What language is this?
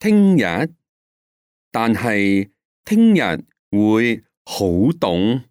Cantonese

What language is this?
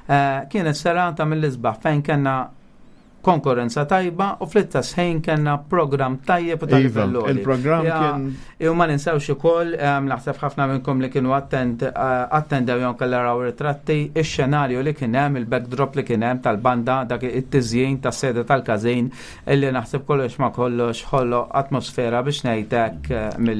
Maltese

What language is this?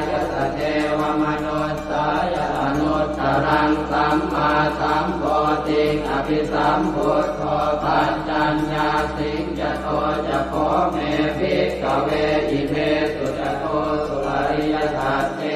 Pali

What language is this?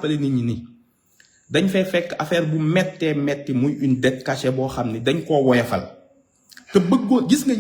Wolof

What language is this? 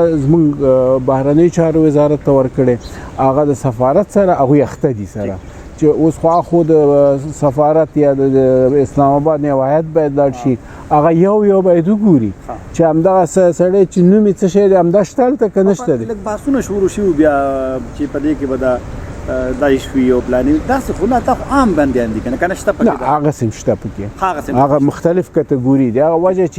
Pashto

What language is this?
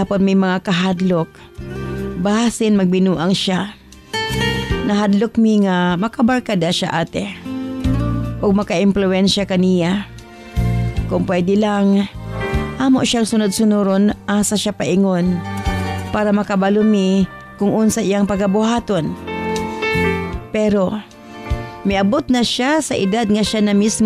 Cebuano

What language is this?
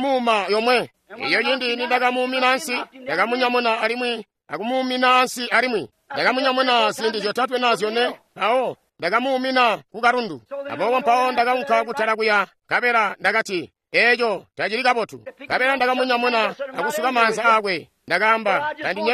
Tonga (Zambia)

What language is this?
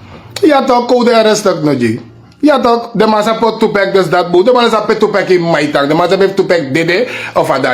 Sranan Tongo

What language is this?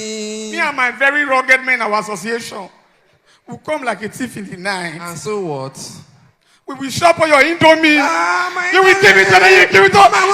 Nigerian Pidgin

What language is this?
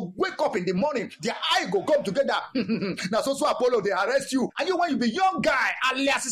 Nigerian Pidgin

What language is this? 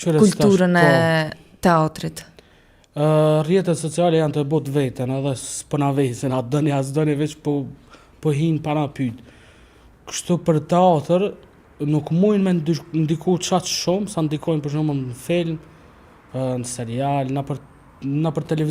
Albanian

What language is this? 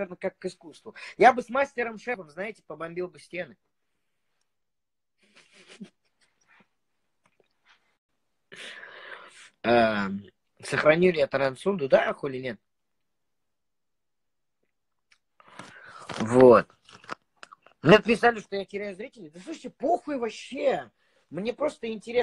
Russian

